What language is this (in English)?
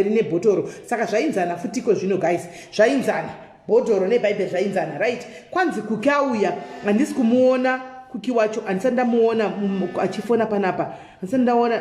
Shona